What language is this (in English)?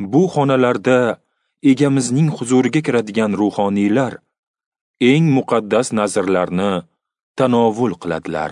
Uzbek